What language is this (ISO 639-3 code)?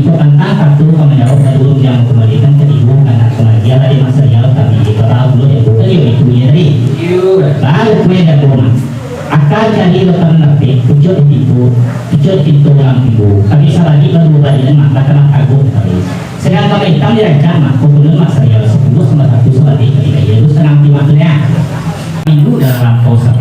min